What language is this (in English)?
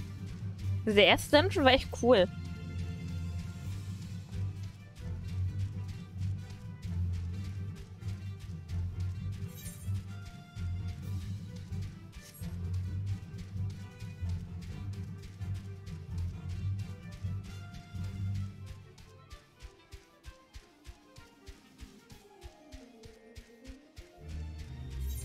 German